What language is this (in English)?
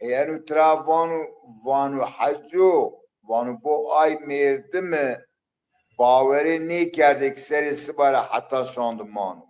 Zaza